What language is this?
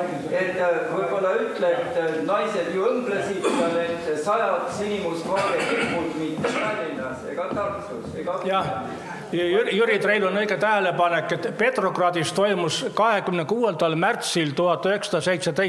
Estonian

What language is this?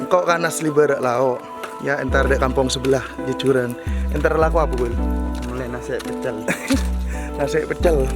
Madurese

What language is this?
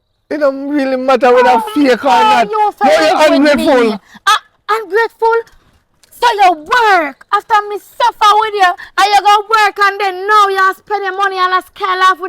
Jamaican Creole English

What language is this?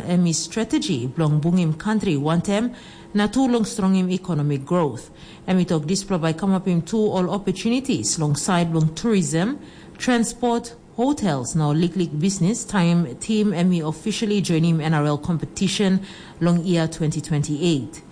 Tok Pisin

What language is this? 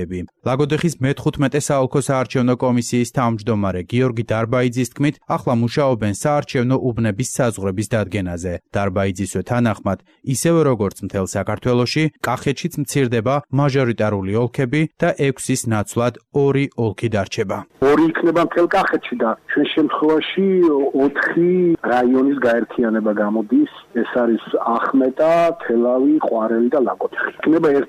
Georgian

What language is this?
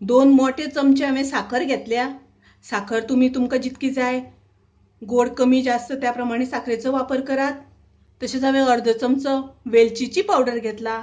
Konkani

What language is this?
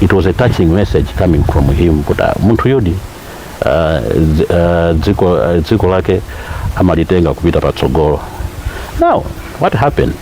Nyanja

